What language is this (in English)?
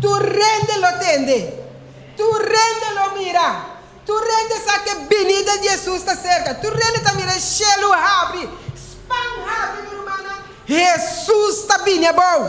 Papiamento